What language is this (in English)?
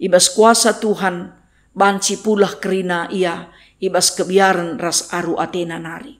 Batak Karo